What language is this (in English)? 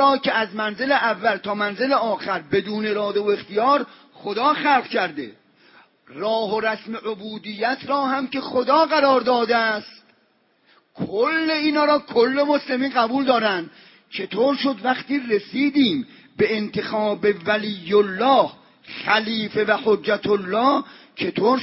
Persian